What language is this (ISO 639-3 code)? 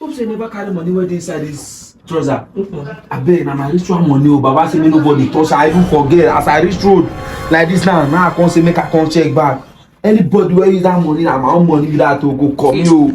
pcm